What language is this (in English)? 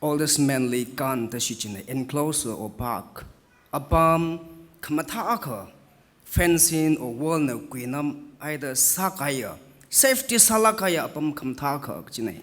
Tangkhul Naga (India)